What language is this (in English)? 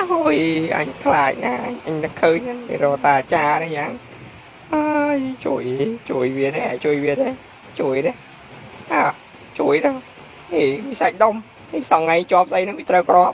Khmer